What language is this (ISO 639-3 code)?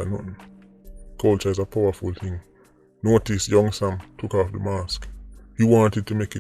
jam